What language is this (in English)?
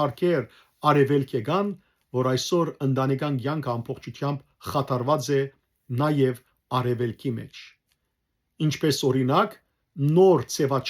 Western Armenian